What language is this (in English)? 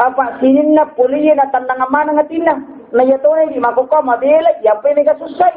Buginese